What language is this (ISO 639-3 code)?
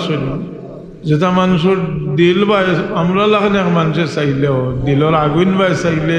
syl